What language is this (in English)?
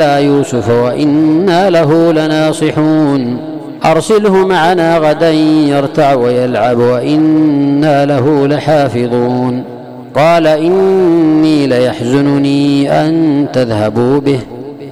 Arabic